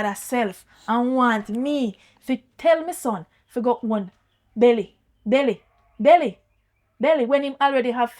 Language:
Jamaican Creole English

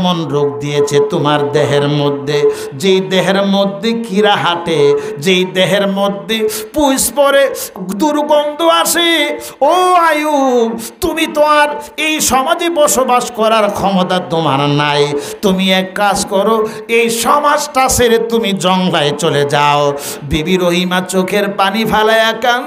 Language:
Bangla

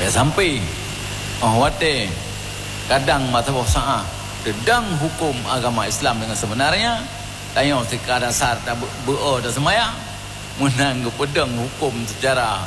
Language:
Achinese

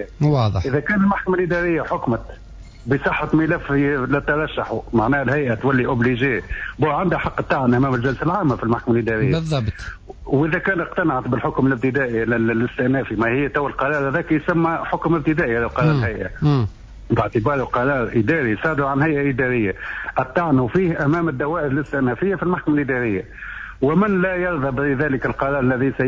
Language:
Tunisian Arabic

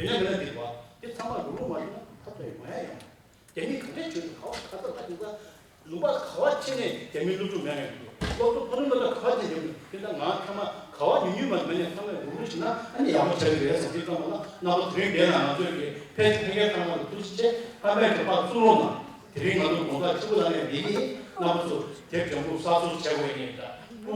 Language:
Tibetan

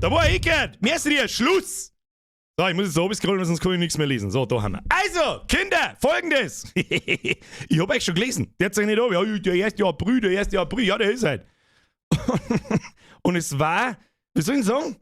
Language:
Bavarian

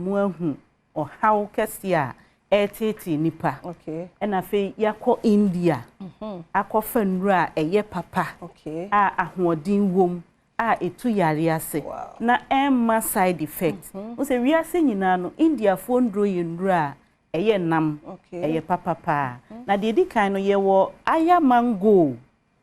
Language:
Akan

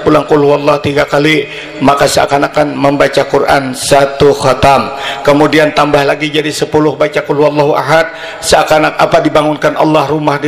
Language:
Banjar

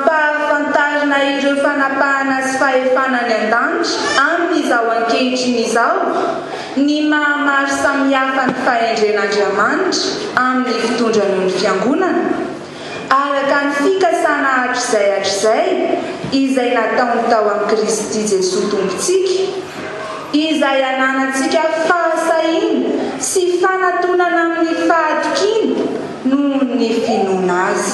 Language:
Malagasy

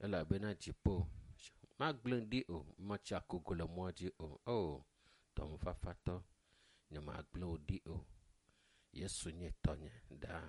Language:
Ewe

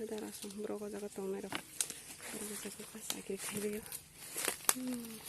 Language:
Kok Borok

